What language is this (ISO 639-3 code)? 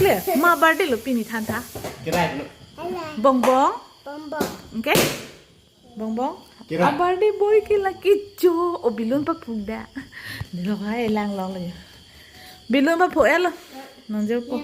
mjw